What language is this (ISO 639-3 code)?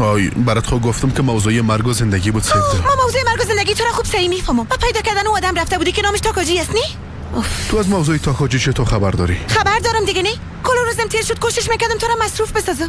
fas